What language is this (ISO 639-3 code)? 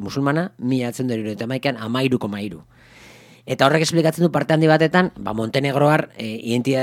eus